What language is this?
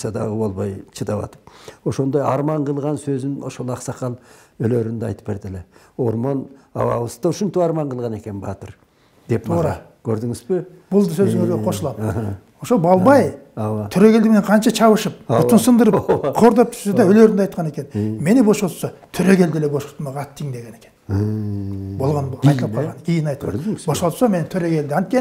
Kyrgyz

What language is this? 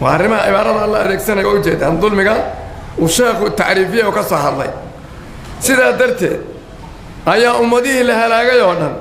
Somali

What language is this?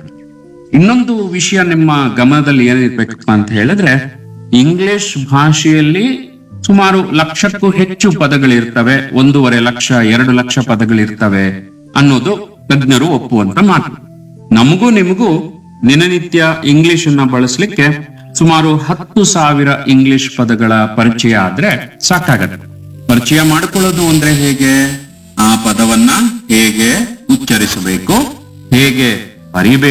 Kannada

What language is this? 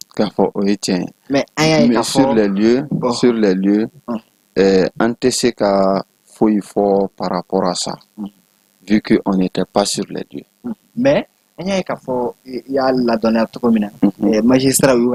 Bambara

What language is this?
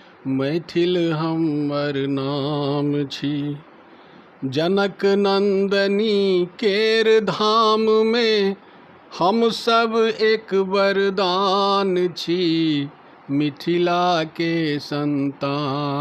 Maithili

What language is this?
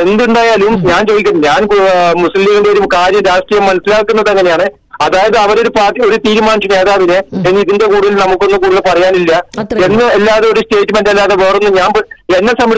Malayalam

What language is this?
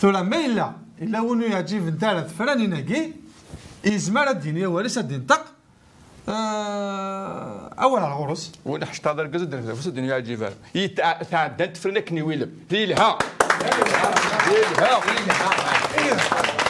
Kabyle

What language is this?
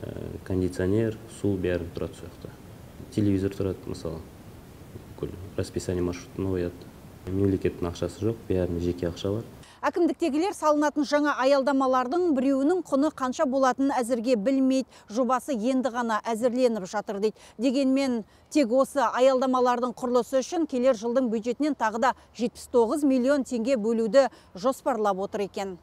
Kazakh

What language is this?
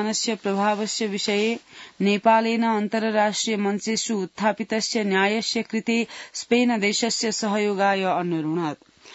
Sanskrit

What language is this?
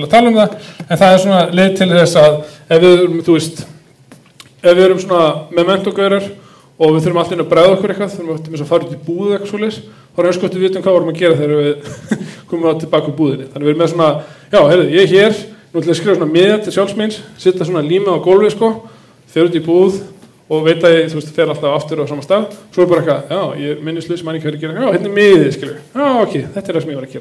Icelandic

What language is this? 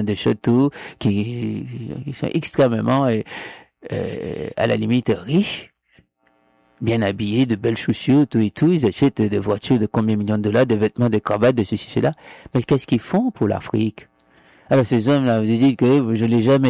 French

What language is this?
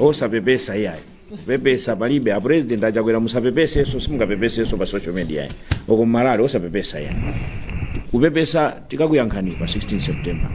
Nyanja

